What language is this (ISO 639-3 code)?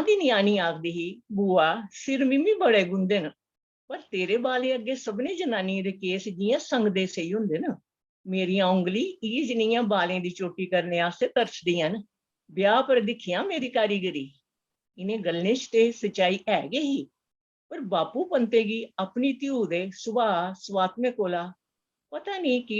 doi